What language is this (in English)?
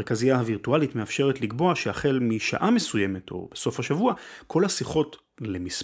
Hebrew